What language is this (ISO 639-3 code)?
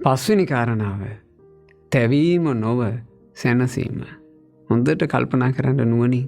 sin